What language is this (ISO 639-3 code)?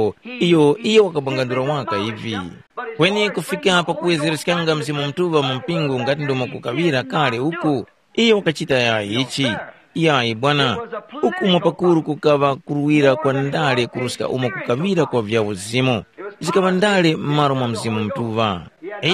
tum